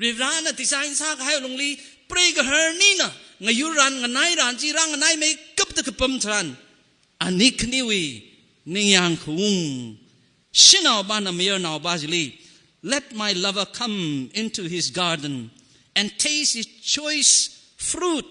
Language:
Tangkhul Naga (India)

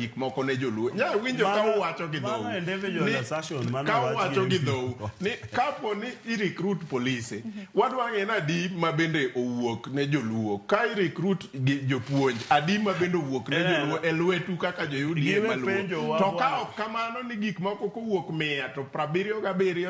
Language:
Luo (Kenya and Tanzania)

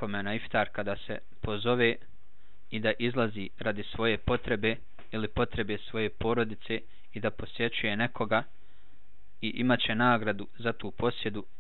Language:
Bosnian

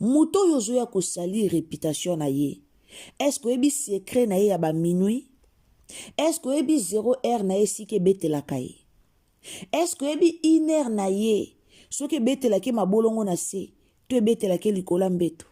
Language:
Lingala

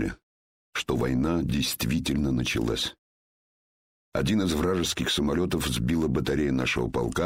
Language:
Russian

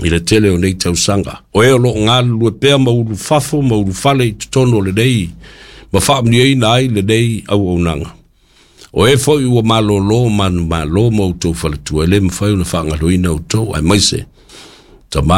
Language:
Samoan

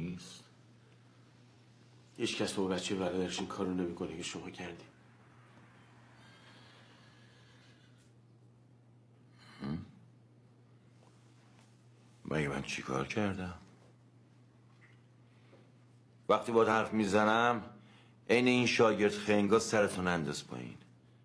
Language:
Persian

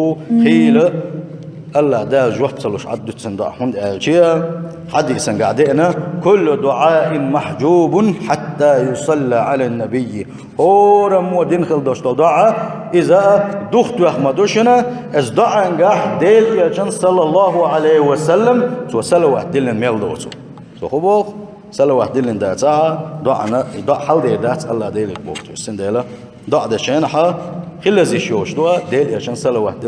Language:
Chechen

